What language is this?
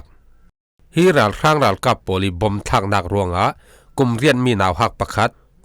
Falam Chin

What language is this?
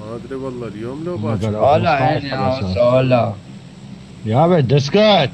Mesopotamian Arabic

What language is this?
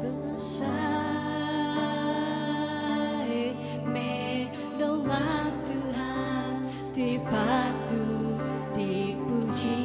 Iban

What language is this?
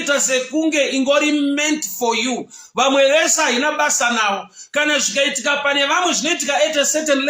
Shona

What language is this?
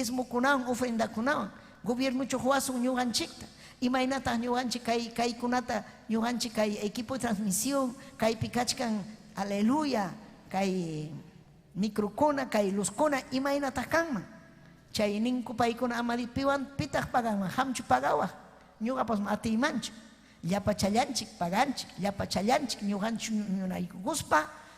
Ayacucho Quechua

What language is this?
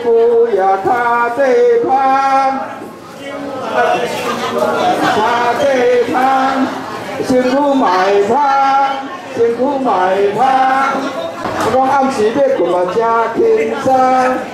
Min Nan Chinese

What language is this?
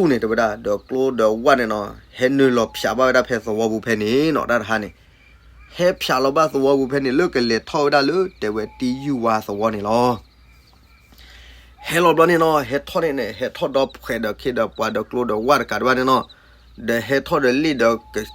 S'gaw Karen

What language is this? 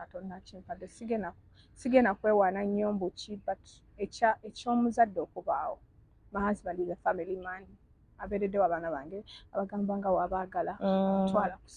Ganda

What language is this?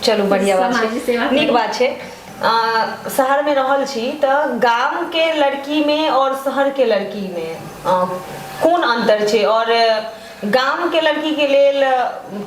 Maithili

